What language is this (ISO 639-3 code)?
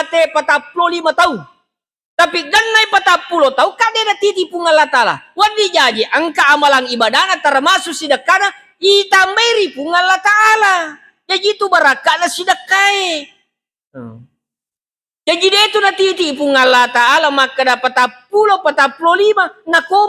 bug